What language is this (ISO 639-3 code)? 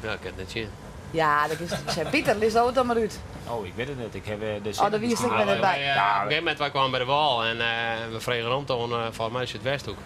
fry